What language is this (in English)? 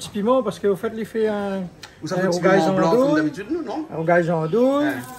Réunion Creole French